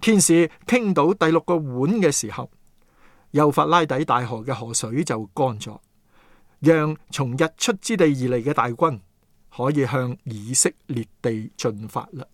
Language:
Cantonese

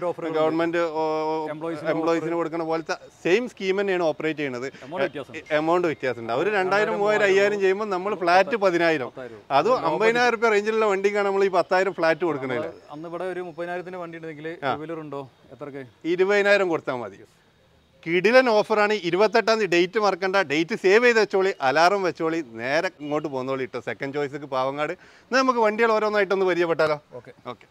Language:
Malayalam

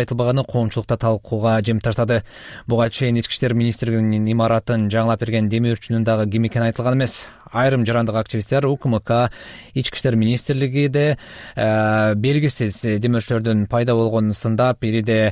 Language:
Kyrgyz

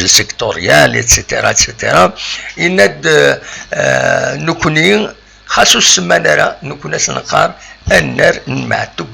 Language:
Kabyle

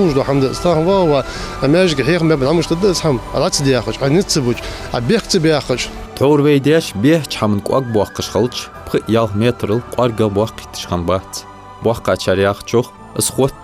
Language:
Ingush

